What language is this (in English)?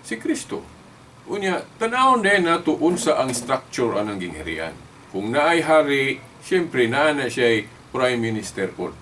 Cebuano